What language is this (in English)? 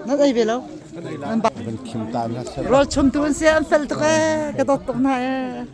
Hakha Chin